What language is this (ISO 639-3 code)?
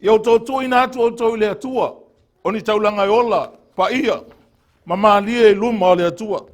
smo